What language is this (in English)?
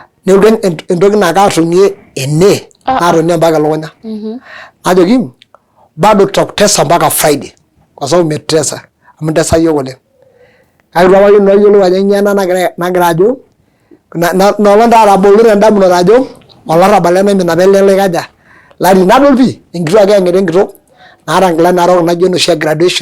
Masai